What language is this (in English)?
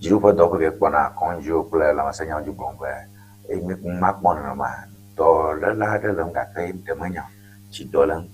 Ewe